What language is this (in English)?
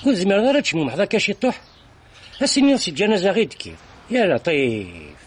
Kabyle